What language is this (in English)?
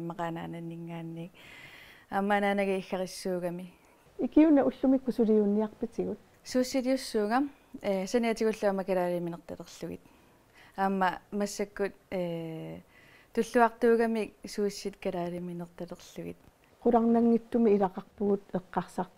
Kalaallisut